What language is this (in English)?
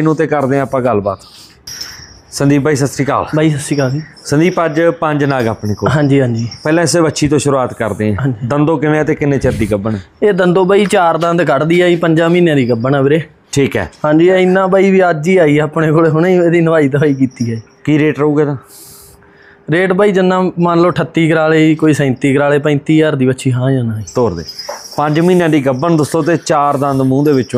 Punjabi